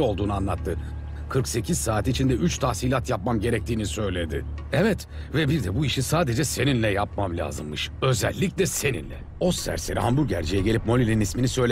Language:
Turkish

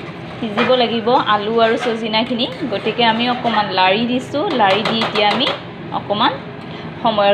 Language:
Assamese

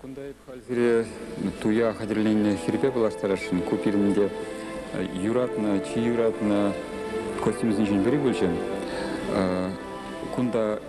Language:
Chuvash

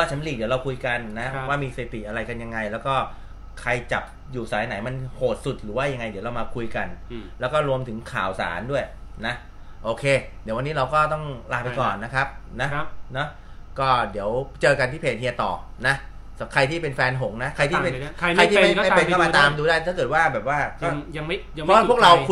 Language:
Thai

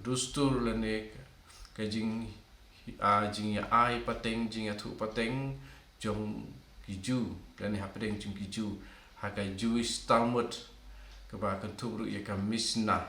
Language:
Khasi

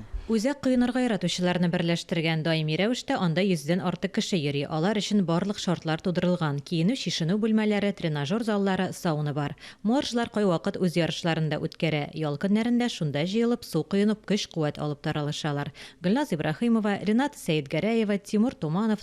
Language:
Tatar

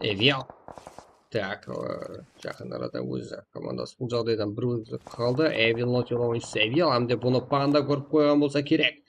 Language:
Kara-Kalpak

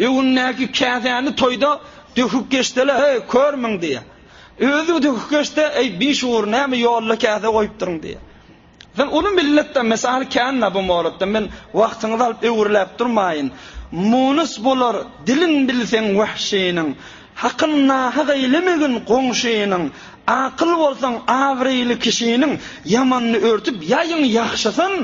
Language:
Turkmen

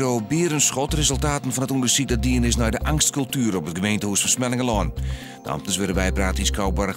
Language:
Western Frisian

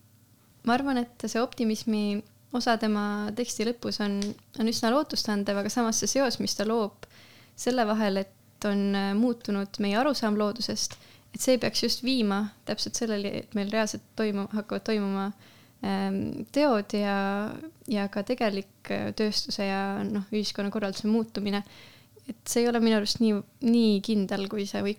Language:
Estonian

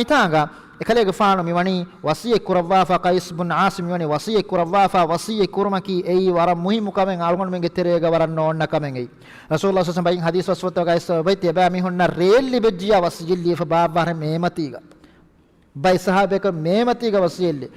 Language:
Divehi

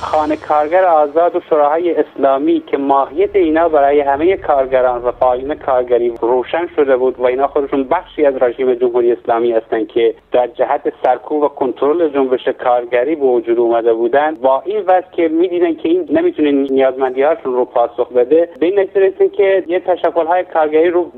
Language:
Persian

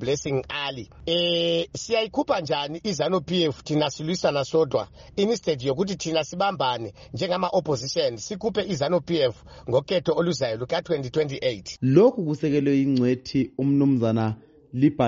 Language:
North Ndebele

